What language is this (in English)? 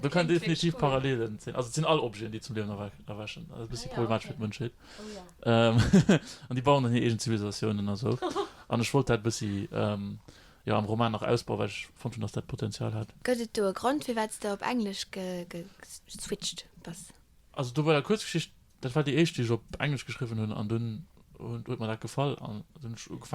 Luxembourgish